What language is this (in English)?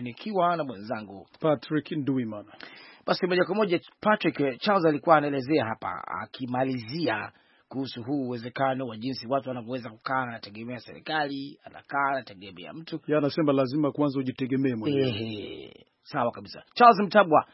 Swahili